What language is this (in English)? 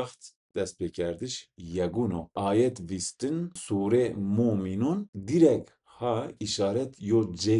Zaza